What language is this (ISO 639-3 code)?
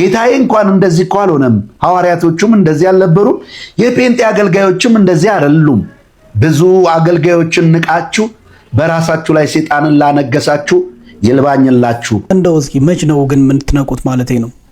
amh